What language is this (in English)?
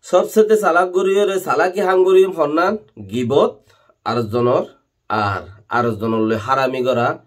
Rohingya